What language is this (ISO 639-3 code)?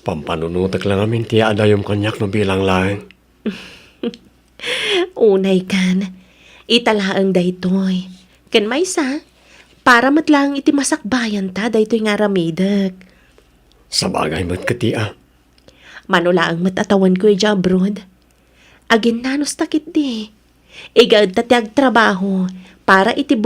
ilo